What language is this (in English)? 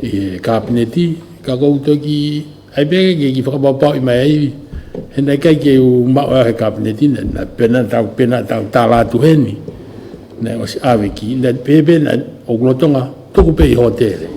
Tongan